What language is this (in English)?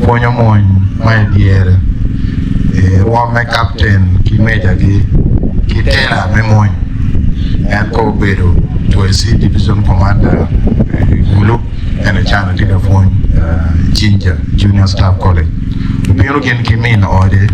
Acoli